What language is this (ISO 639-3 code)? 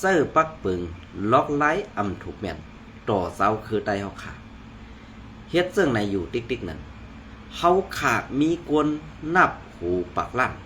shn